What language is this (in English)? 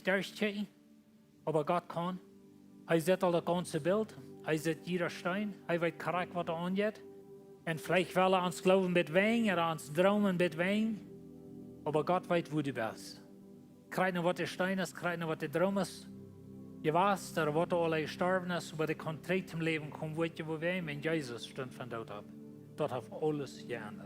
Plautdietsch